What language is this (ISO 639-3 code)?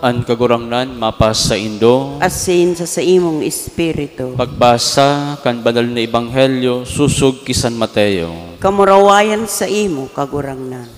bik